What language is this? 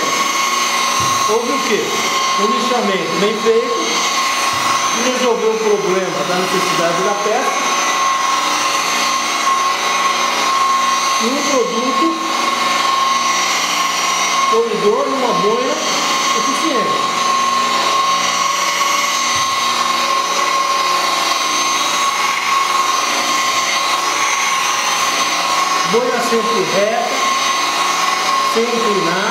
Portuguese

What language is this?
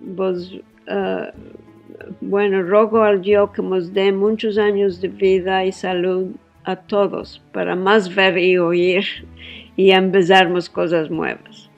Ladino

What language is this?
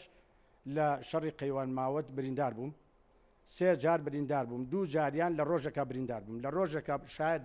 Central Kurdish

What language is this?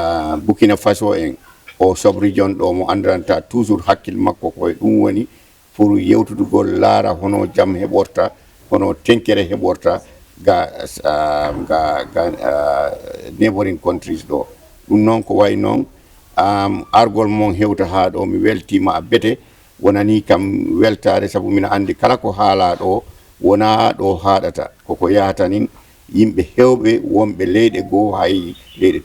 Fula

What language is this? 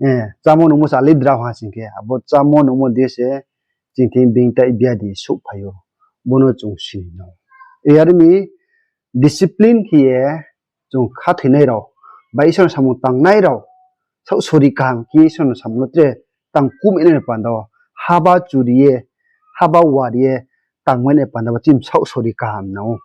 Riang (India)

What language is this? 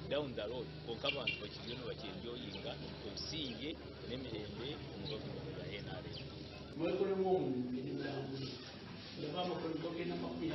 Nyankole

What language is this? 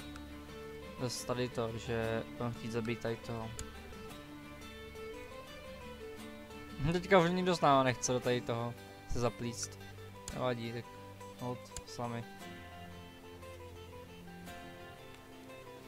Czech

